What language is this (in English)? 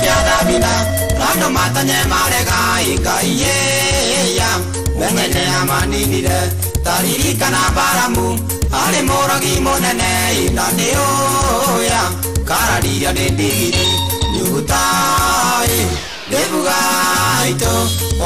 Kikuyu